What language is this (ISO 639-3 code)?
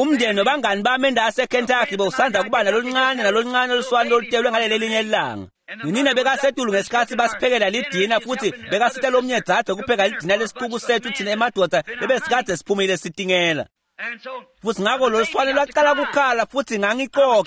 ssw